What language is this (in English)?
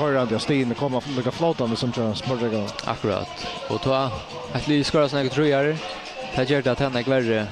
Faroese